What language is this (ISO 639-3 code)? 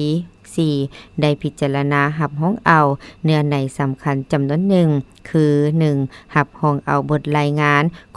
lao